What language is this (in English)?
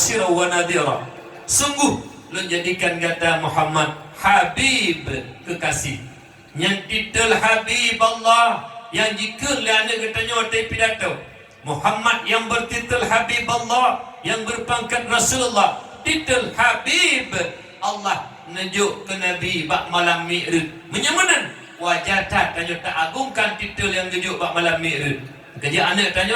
Achinese